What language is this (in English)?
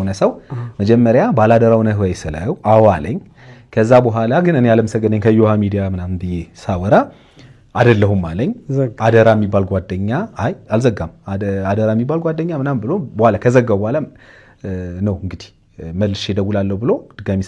Amharic